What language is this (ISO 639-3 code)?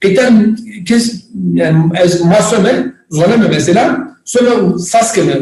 zza